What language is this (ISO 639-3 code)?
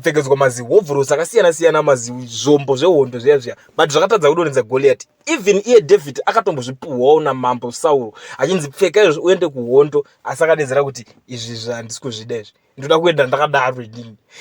sna